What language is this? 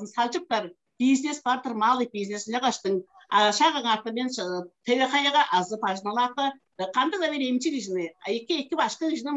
Tuvinian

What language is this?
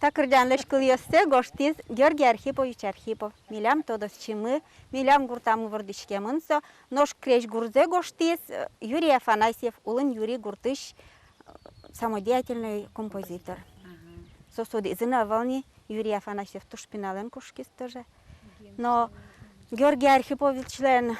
Udmurt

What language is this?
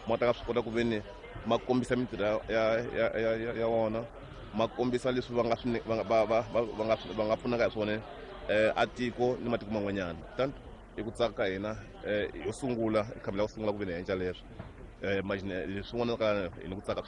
Tsonga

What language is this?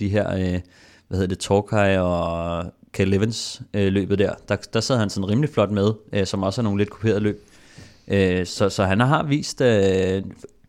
Danish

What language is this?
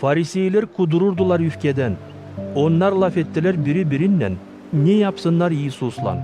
Gagauz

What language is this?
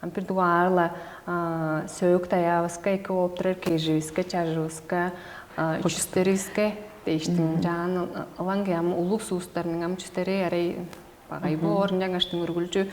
Tuvinian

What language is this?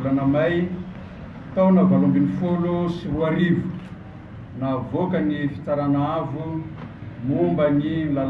Malagasy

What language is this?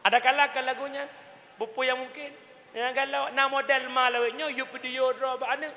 Achinese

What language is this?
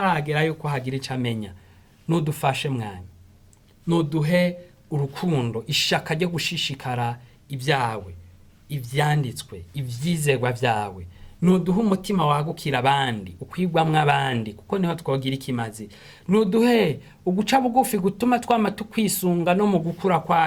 Rundi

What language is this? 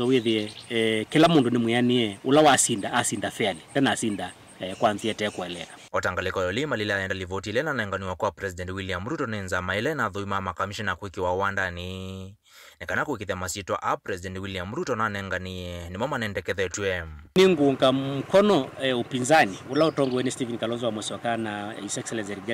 Kamba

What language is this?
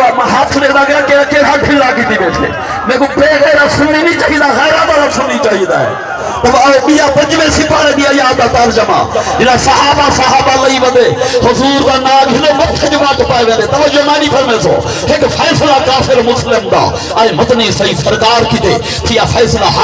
Saraiki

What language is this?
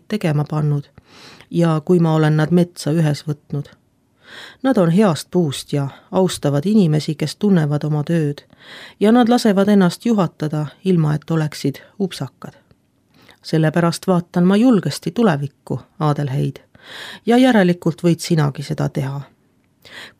Estonian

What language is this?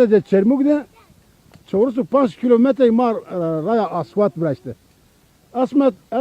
Zaza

